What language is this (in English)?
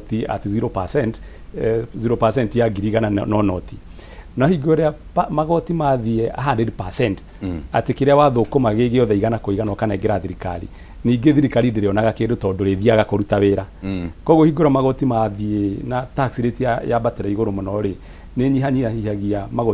Kikuyu